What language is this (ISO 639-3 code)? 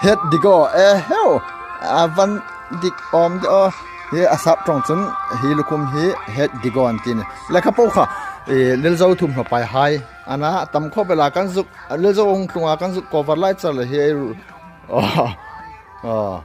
hmr